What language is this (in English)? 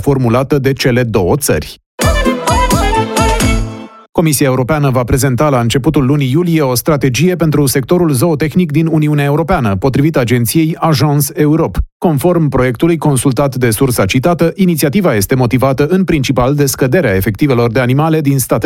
Romanian